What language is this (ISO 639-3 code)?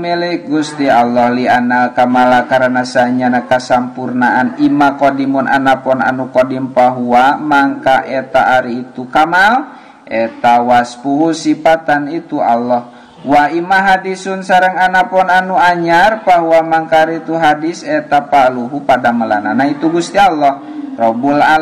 sun